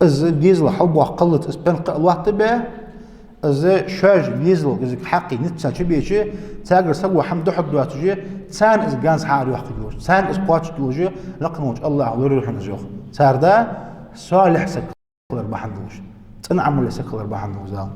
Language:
Ingush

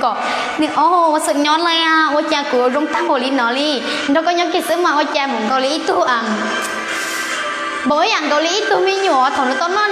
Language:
Hmong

